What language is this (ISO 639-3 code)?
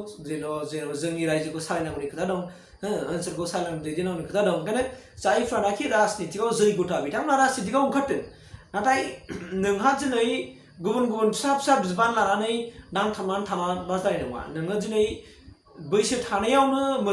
brx